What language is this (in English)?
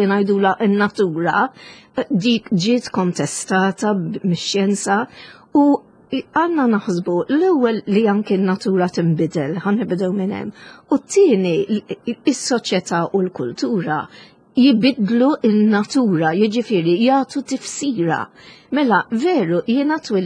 Maltese